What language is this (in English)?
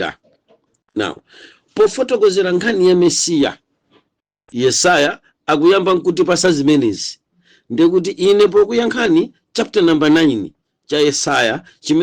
Nyanja